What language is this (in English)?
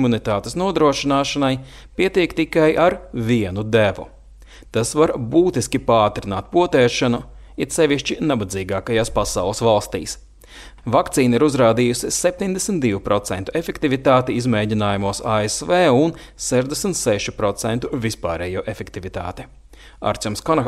Latvian